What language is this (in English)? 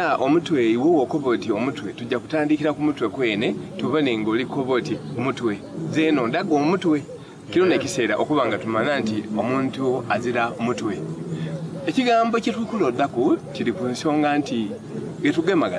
Soga